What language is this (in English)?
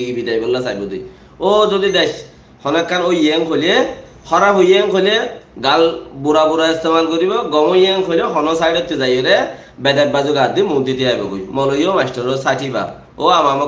Rohingya